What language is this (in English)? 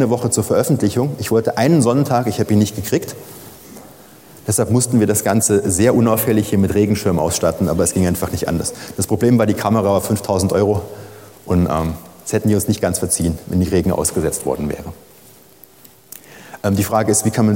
German